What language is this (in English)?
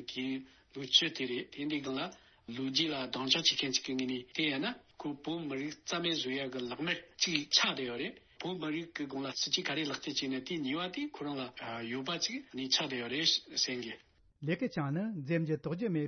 Tibetan